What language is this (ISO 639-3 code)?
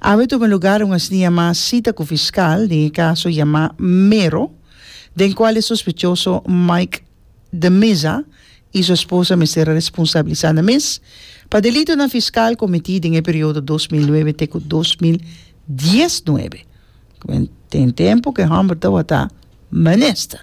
pap